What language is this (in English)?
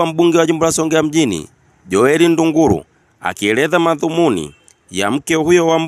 Swahili